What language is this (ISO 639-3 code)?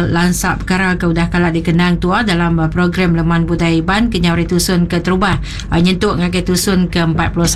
iba